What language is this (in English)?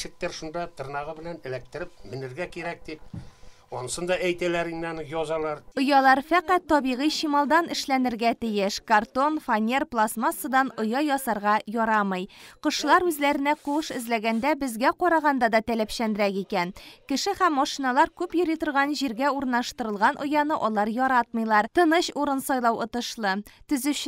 Tatar